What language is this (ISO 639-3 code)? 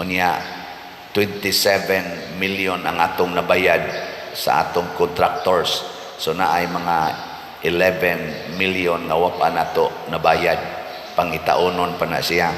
ceb